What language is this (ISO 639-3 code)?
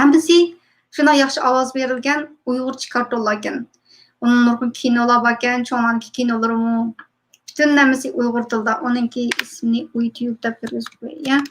uig